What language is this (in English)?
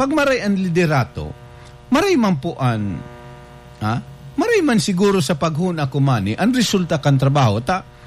Bikol